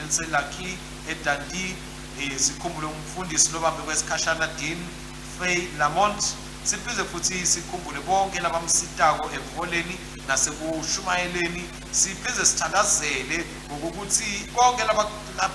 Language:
Swati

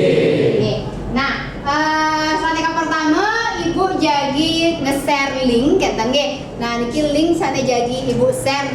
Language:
Balinese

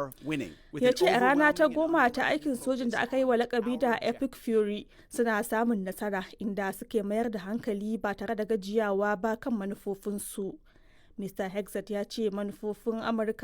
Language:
Hausa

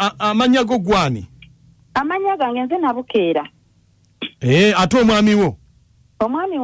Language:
Ganda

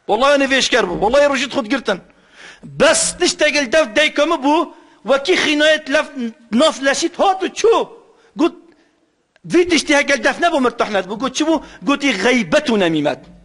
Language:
Kurdish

